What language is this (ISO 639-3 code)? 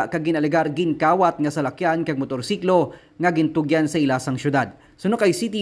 hil